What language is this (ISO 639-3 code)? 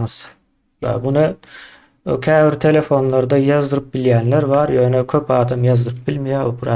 tuk